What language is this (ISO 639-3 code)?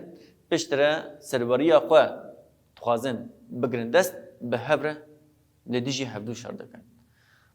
kur